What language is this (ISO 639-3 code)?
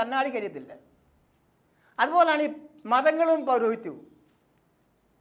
mal